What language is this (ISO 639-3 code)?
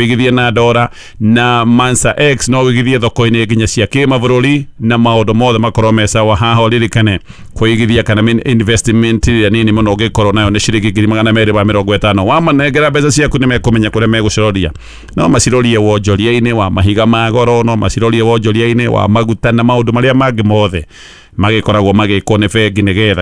kik